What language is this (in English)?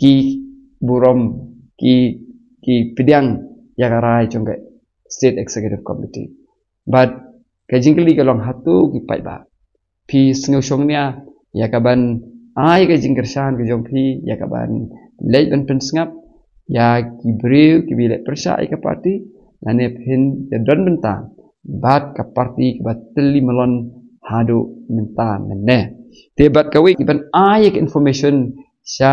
Khasi